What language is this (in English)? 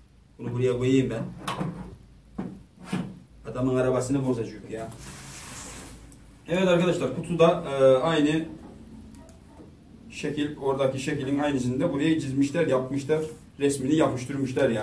Turkish